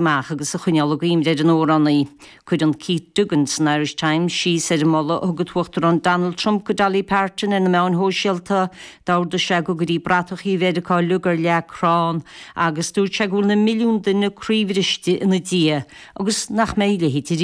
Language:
Irish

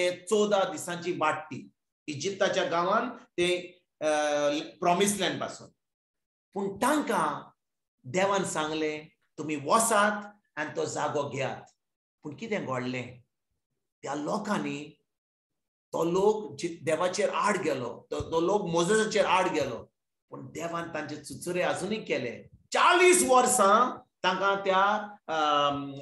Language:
Konkani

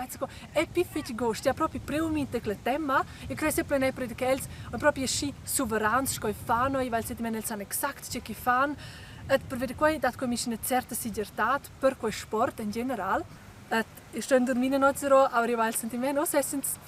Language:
Romansh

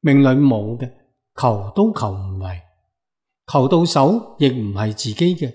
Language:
Cantonese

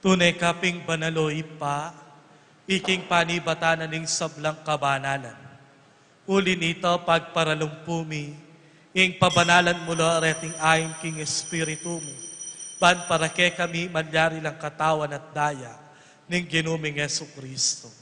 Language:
Pampanga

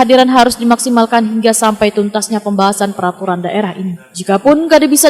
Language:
Banjar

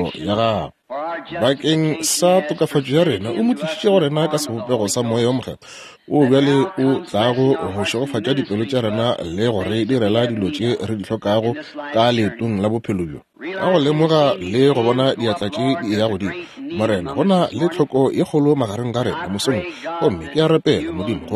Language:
Northern Sotho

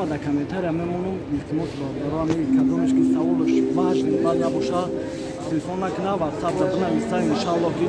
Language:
Tajik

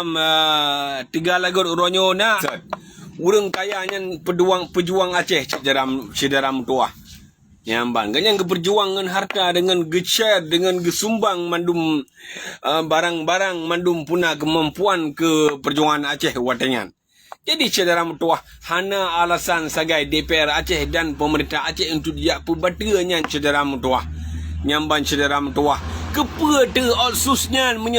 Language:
Achinese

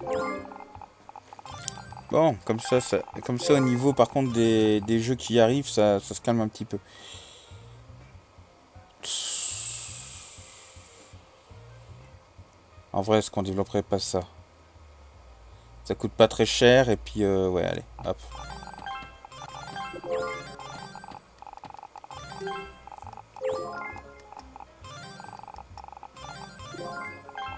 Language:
French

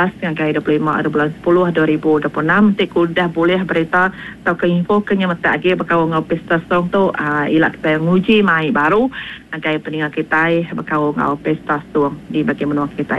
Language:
Iban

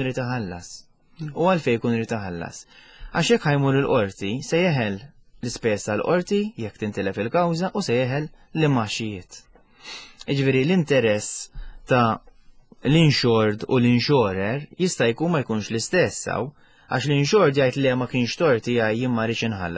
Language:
Maltese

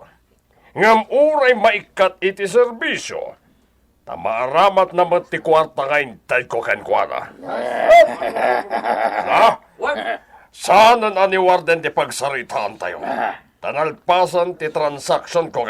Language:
Iloko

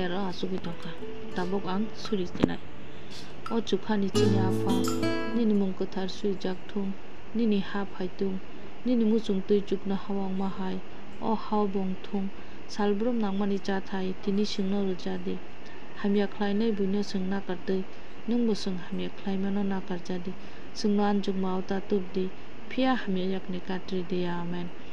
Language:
Kok Borok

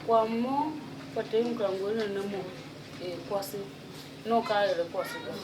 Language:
Tiv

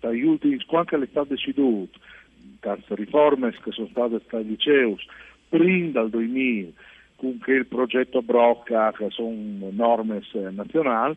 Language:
Friulian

